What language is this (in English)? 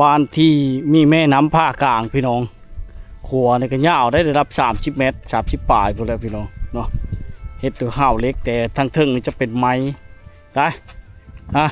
Lao